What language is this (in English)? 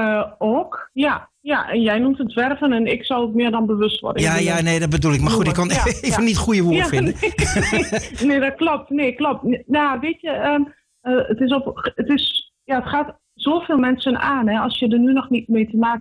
Dutch